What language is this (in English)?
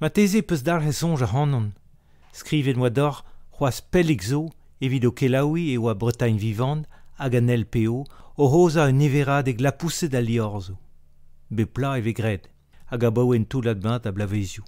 Breton